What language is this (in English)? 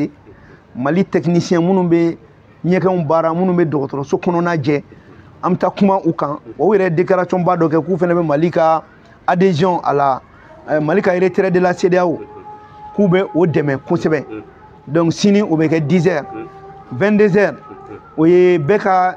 Bambara